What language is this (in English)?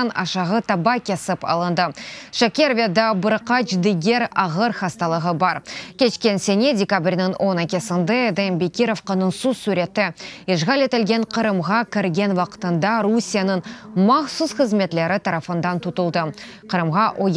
Crimean Tatar